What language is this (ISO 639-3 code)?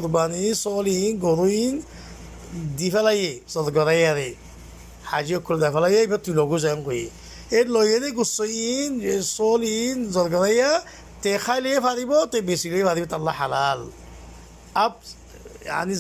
rhg